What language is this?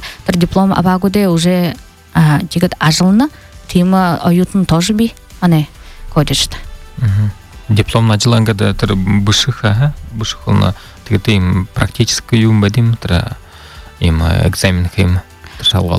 Buriat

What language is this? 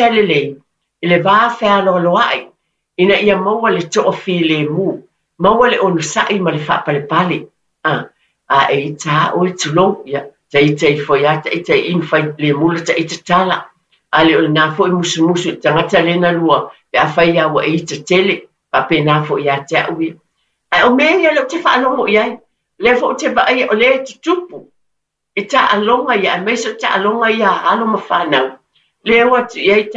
Samoan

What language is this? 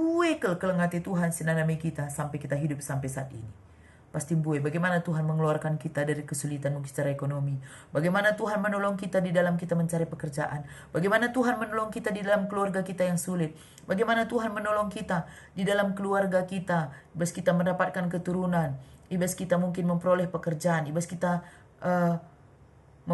Batak Karo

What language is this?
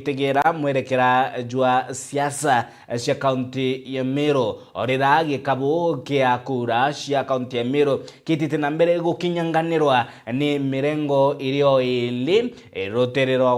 Meru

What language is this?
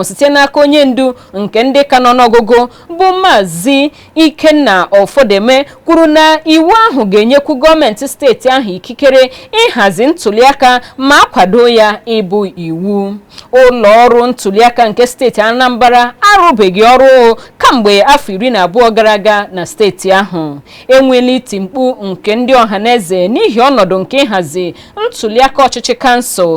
Igbo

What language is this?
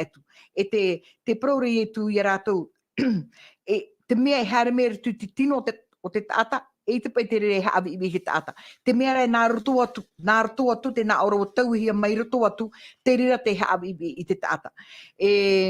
Tahitian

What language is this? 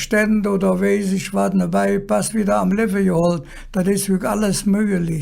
Colognian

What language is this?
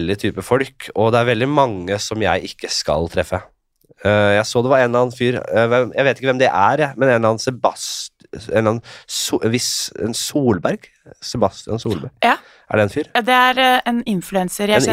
Norwegian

